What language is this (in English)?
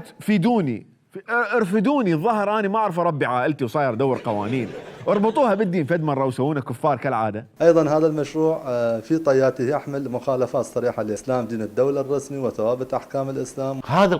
Mesopotamian Arabic